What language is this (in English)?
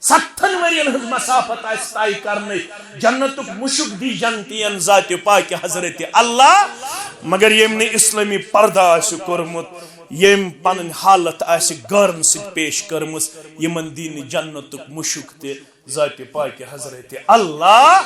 Kashmiri